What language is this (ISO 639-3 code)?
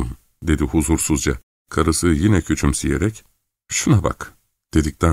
tur